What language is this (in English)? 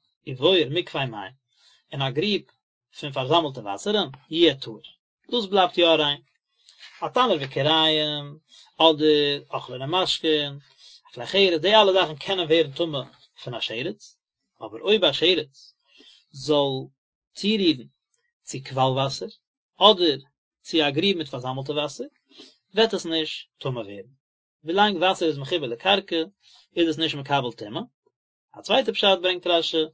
Yiddish